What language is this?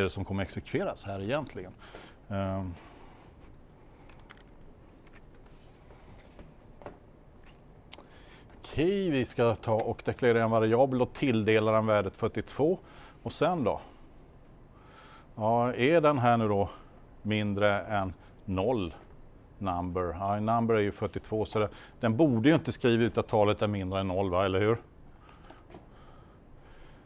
Swedish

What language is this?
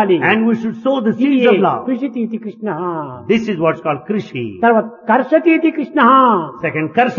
Telugu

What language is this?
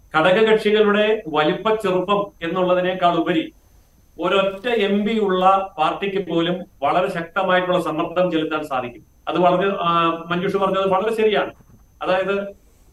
Malayalam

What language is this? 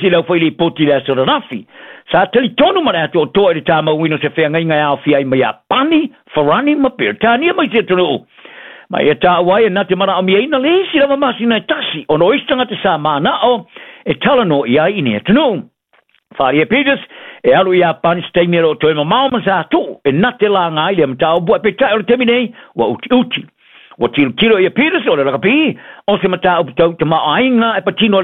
Samoan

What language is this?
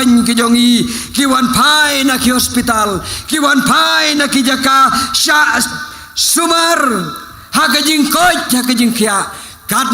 Khasi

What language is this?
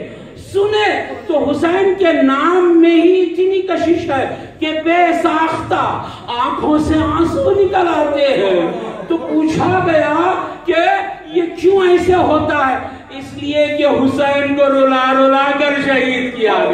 Urdu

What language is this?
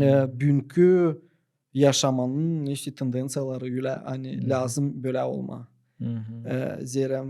Gagauz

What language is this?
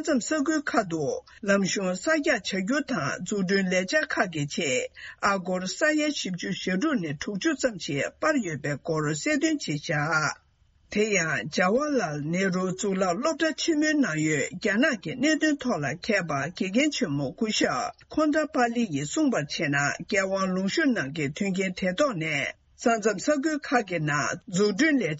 Tibetan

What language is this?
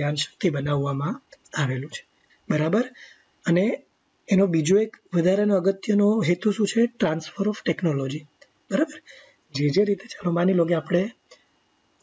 Gujarati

